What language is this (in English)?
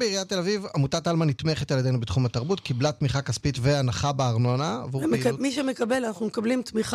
Hebrew